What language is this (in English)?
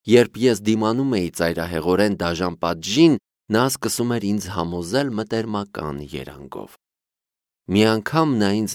Armenian